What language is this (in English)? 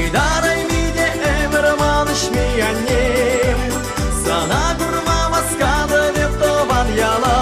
Chuvash